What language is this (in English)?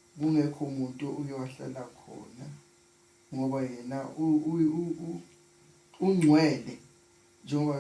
Zulu